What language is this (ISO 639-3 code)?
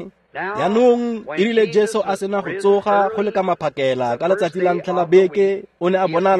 tsn